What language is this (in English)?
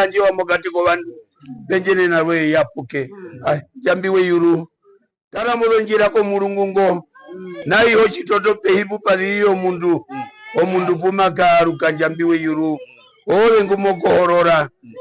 Herero